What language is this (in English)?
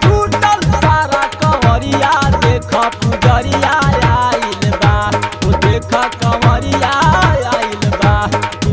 Bhojpuri